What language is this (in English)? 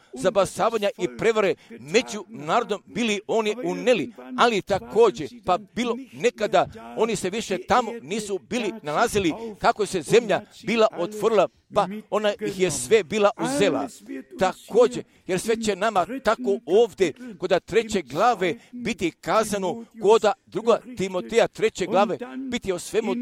Croatian